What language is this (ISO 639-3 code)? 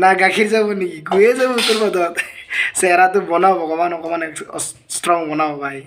asm